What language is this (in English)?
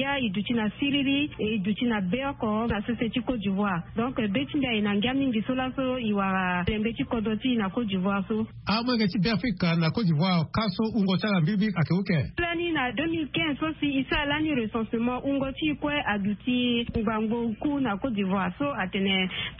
Sango